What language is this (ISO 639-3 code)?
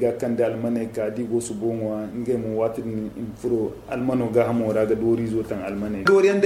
dje